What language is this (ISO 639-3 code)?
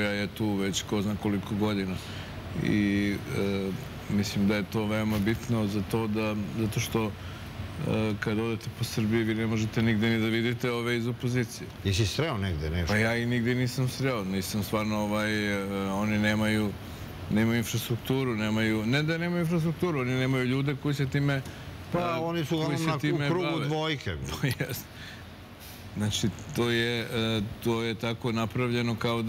srp